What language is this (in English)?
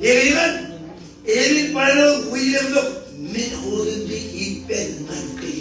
Marshallese